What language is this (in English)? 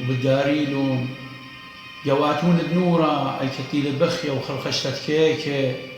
Assyrian Neo-Aramaic